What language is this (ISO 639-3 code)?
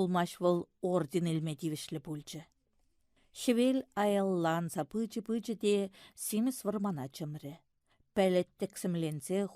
chv